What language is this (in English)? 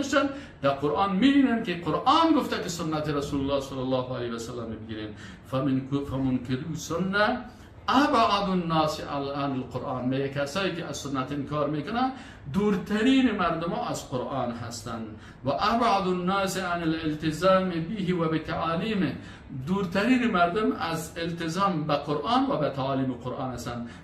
Persian